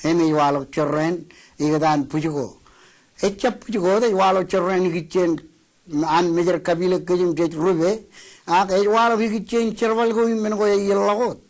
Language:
Marshallese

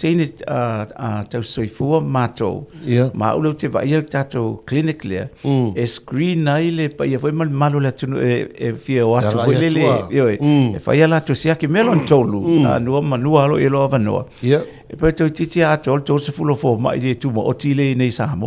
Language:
Samoan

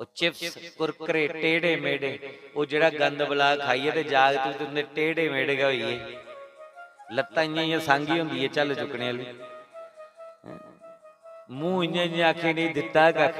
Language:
Dogri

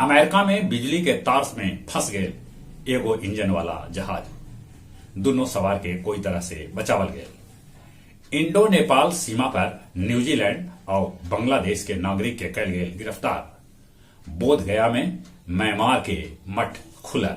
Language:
Magahi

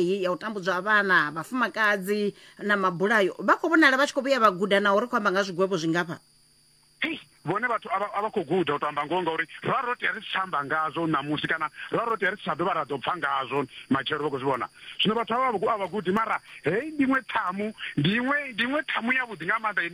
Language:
Venda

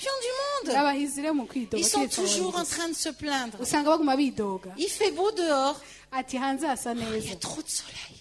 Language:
Rundi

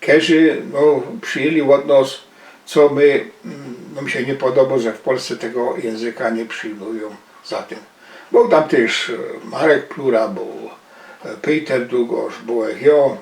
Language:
Silesian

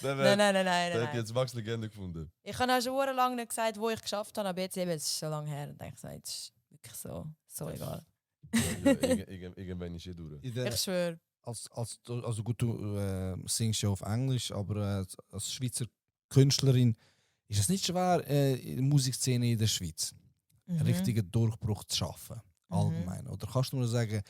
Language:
Swiss German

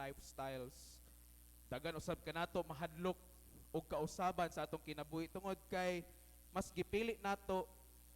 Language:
Cebuano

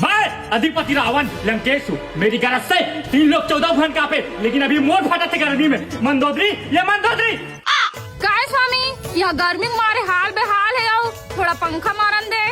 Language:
Chhattisgarhi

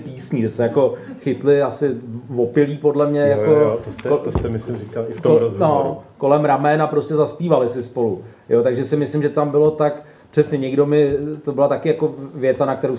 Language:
Czech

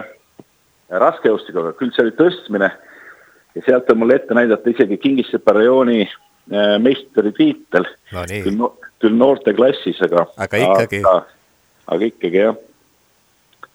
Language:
Estonian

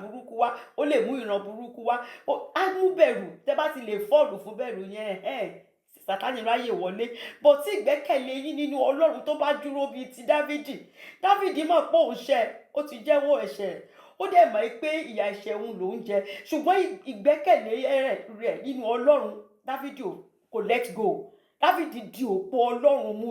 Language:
Yoruba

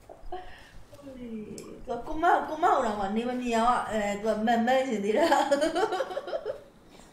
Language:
Burmese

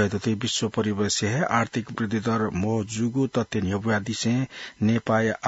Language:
Newari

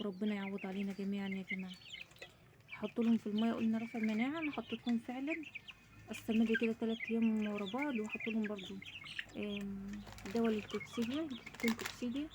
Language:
Egyptian Arabic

